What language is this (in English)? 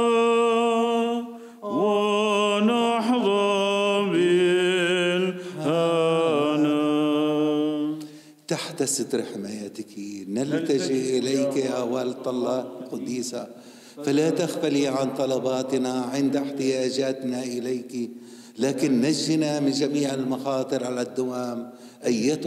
Arabic